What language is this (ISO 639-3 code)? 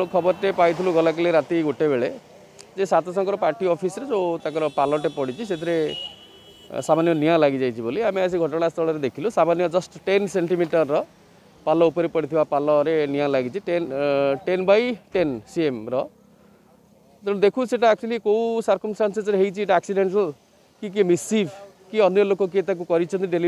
ori